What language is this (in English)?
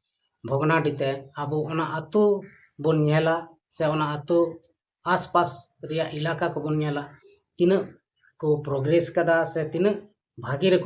Santali